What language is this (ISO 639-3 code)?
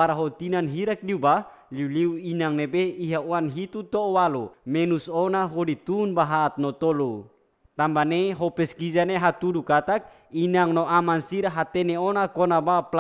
tet